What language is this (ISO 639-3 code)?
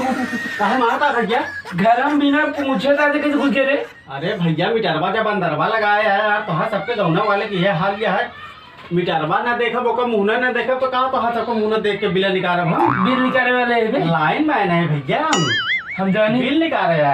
awa